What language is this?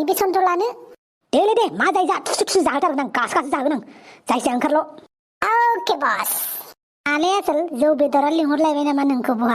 Bodo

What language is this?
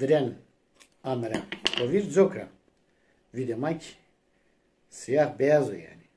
Zaza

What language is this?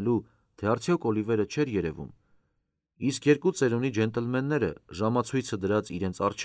Armenian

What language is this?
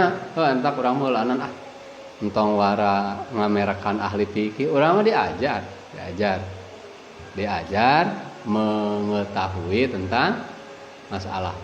Sundanese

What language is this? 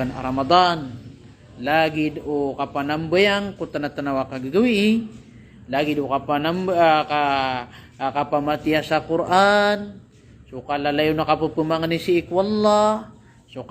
Maranao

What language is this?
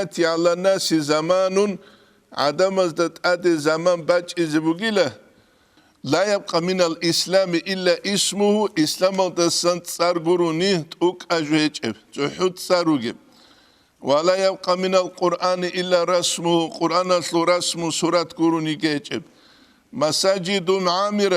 Avaric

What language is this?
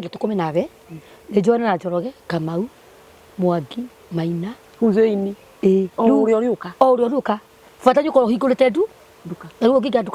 Kikuyu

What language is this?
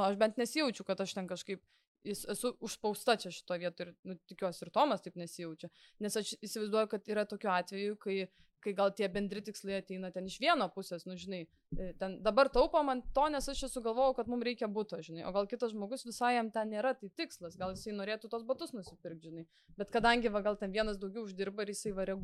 Lithuanian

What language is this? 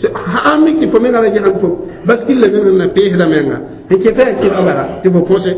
Mossi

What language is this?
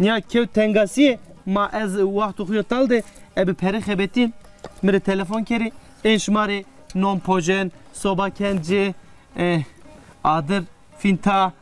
Zaza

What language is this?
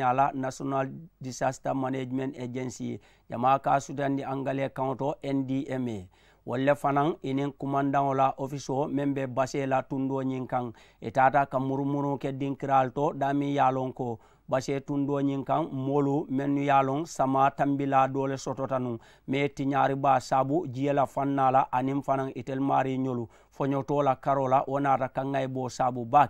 Mandingo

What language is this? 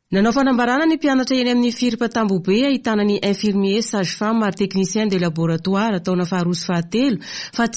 Malagasy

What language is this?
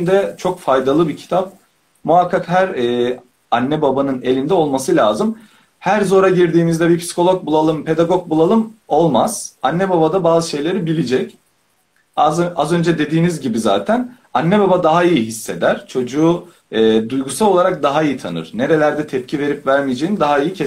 Turkish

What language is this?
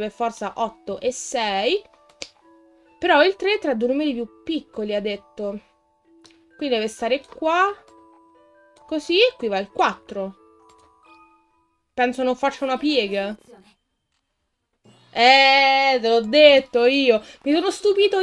Italian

